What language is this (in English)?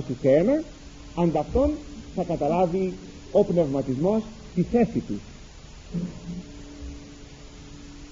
Greek